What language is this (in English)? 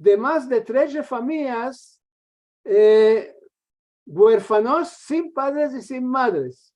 Ladino